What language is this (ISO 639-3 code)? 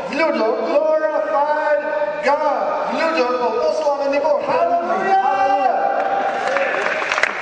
slk